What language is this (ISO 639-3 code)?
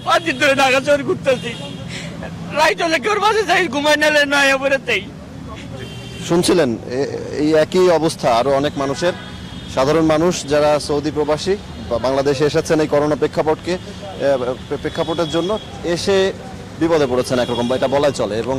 ben